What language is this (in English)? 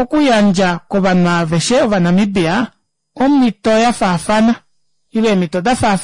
Kuanyama